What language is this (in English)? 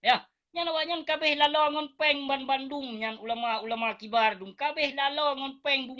Achinese